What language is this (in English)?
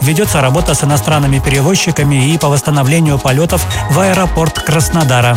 Russian